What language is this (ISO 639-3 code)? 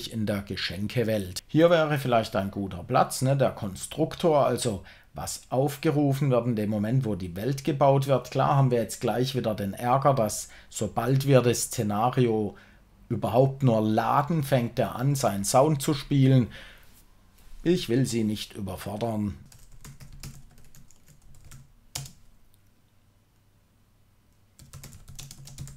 deu